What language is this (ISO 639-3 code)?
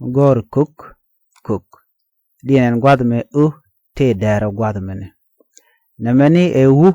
nus